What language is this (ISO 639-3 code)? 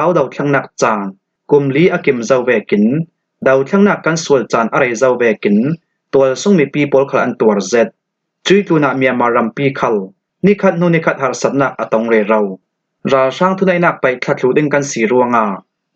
cfm